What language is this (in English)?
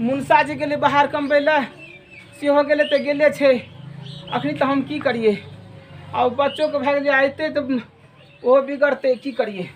Maithili